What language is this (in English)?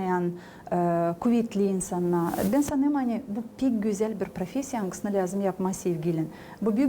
Gagauz